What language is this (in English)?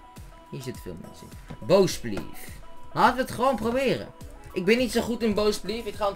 Dutch